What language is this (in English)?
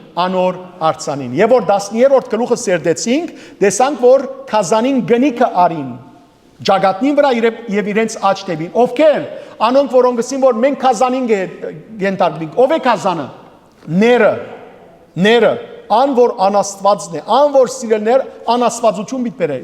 Western Armenian